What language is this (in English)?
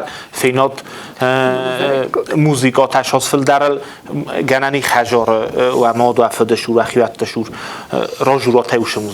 Ossetic